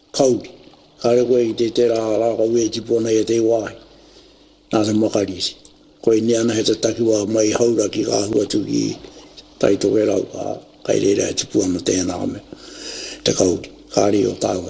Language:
Māori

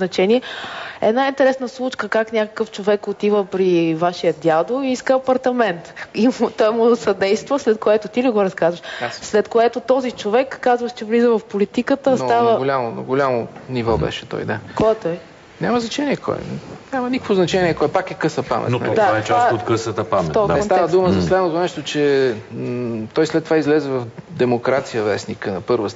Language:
Bulgarian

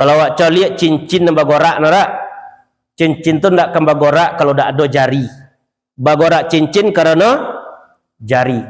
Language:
Minangkabau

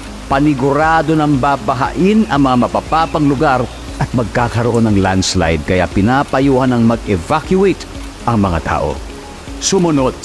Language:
Filipino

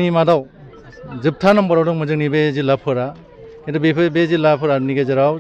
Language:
Bodo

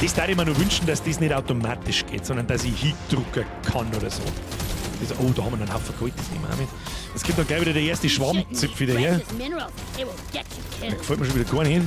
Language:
Bavarian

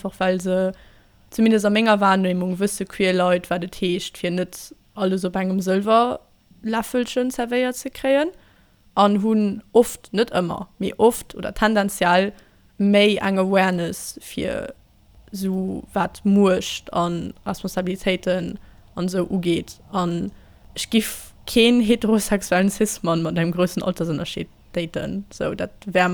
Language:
Luxembourgish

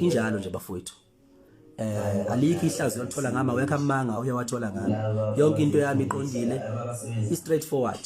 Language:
Zulu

